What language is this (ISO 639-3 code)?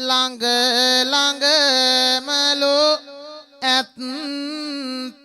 sin